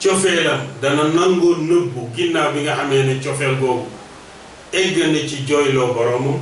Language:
Wolof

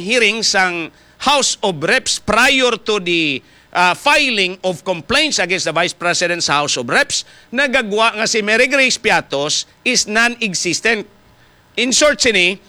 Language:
Hiligaynon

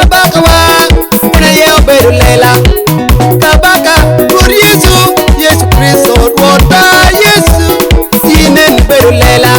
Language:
Lango (Uganda)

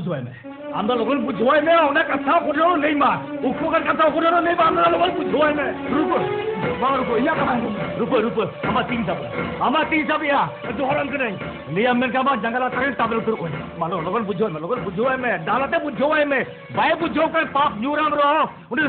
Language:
Santali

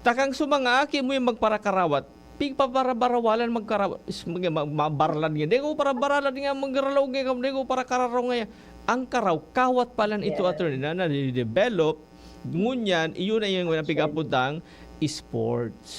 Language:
Bikol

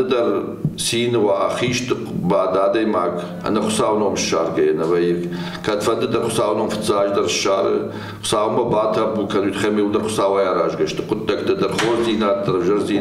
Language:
Ossetic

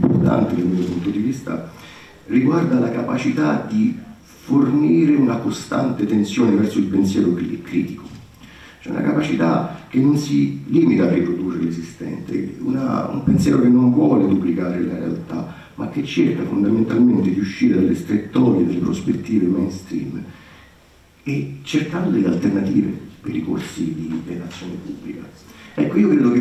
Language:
Italian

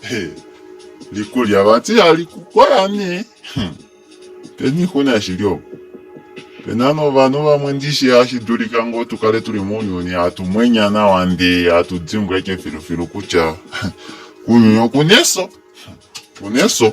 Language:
Kuanyama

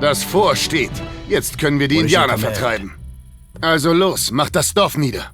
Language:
Bavarian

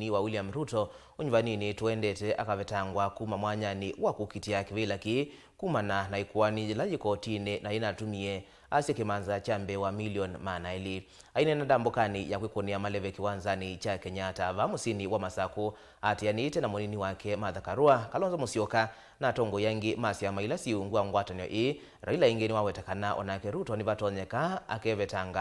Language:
Kamba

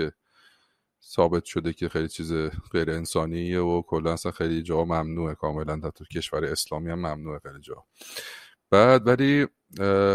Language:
Persian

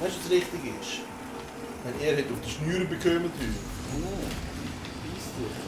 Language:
Swiss German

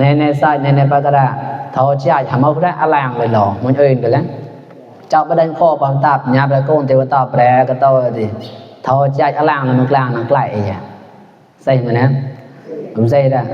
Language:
Mon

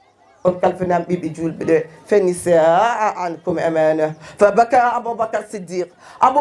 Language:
Fula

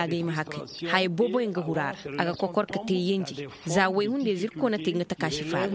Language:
Koyraboro Senni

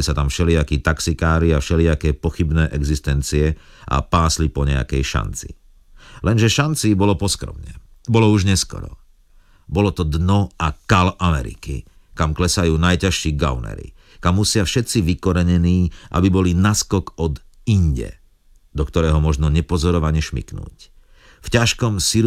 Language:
Slovak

